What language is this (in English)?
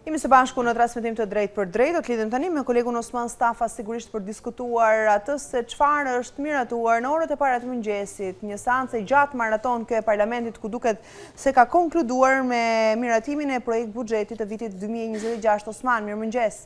Albanian